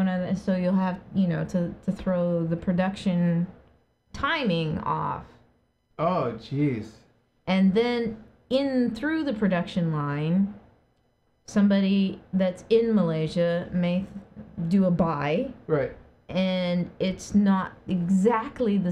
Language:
English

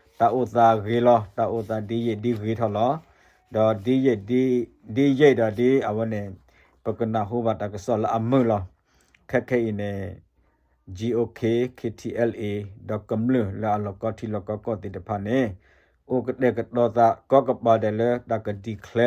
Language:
S'gaw Karen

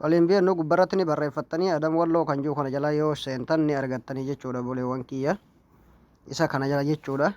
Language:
Oromo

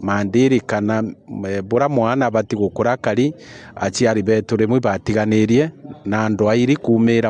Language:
Meru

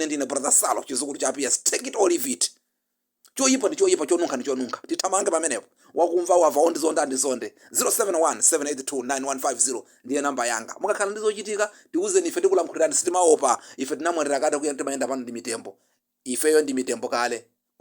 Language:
Nyanja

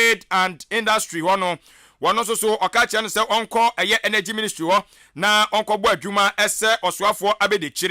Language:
Akan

